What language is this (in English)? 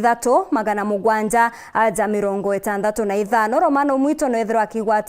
Meru